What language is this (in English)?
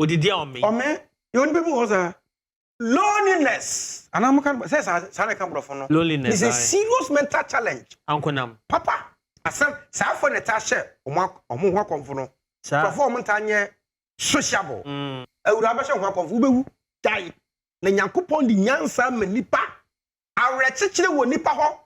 Akan